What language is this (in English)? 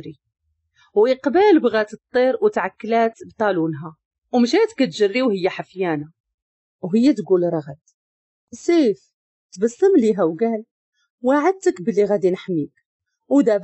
Moroccan Arabic